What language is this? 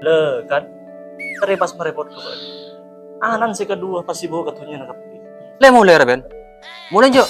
Madurese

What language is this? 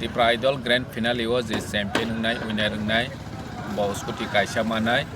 Kok Borok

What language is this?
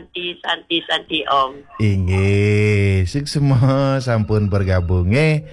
Balinese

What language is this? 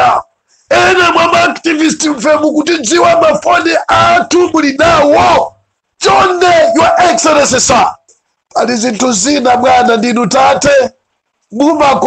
Nyanja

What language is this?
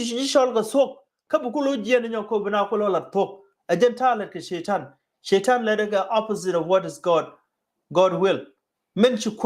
Nuer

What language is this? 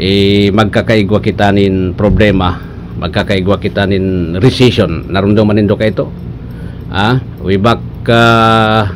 Bikol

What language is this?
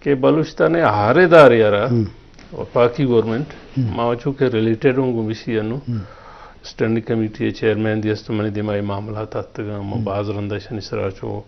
Eastern Balochi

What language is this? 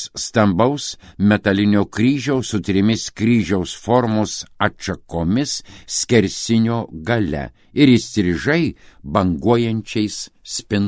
Lithuanian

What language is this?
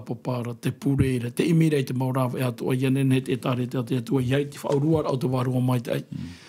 Tahitian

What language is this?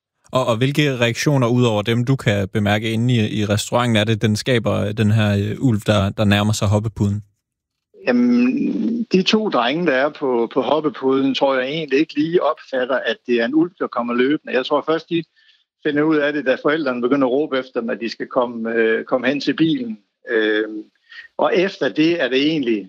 Danish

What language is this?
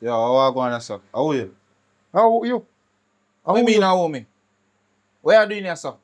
Jamaican Creole English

